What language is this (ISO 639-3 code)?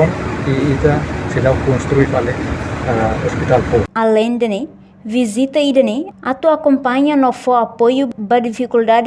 tet